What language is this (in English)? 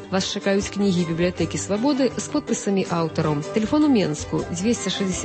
Belarusian